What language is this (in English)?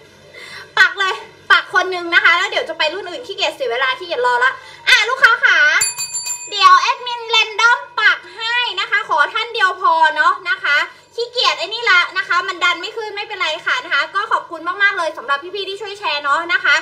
Thai